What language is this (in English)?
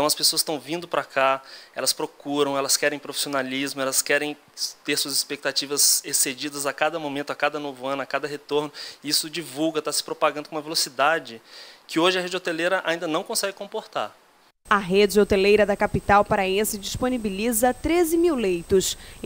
Portuguese